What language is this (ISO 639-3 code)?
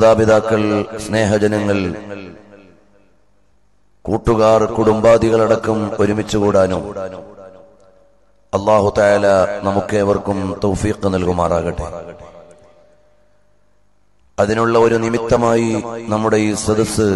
mal